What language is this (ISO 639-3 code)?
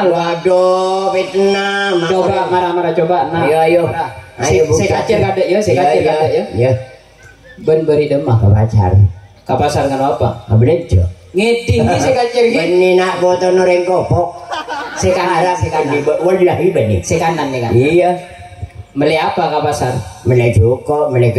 mad